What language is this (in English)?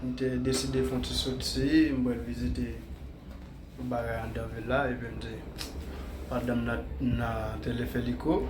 Haitian Creole